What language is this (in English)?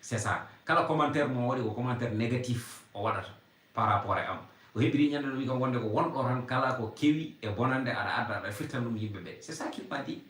Fula